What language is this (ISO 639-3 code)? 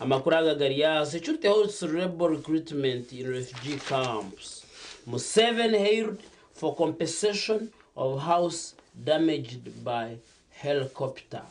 nyn